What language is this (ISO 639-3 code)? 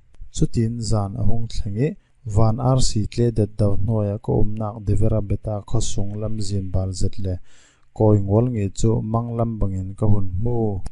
cfm